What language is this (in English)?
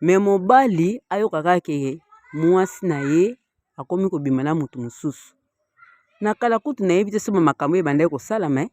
Lingala